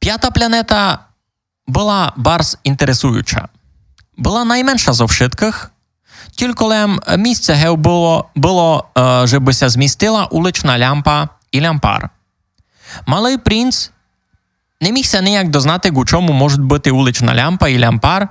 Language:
Rusyn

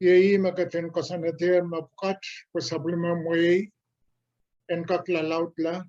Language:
Pohnpeian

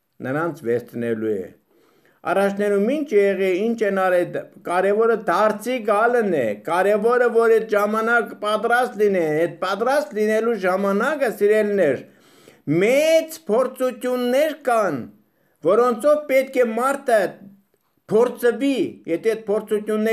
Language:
Armenian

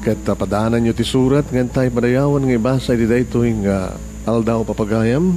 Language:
Iloko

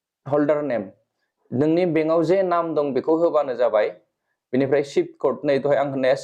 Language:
Bodo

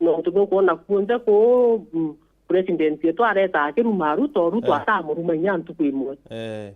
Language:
Meru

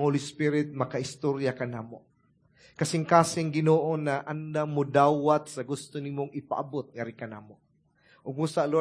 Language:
Cebuano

